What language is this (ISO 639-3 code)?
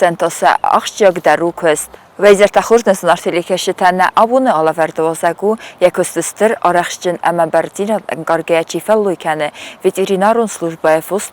oss